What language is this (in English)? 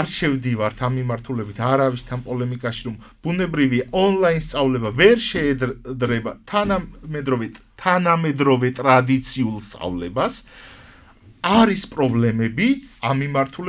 Georgian